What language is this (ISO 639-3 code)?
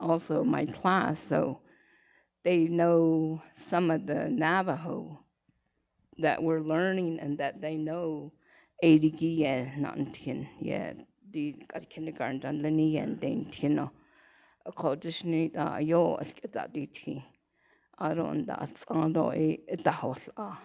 nav